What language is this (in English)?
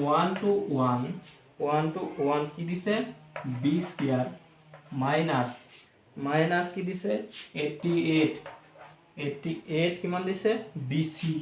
Assamese